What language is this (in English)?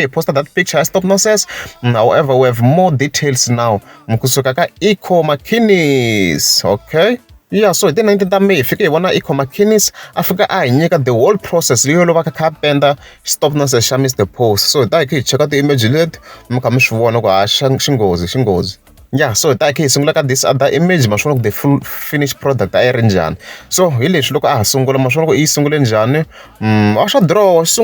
Tsonga